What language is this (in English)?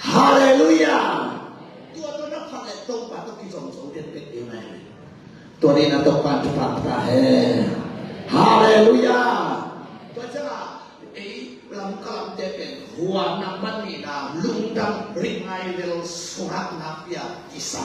Tedim Chin